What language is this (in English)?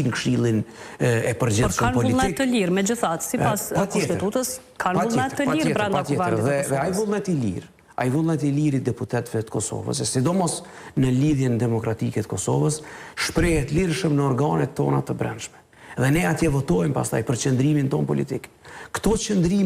Albanian